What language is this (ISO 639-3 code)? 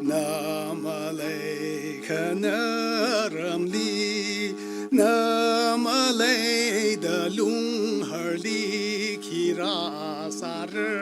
nmf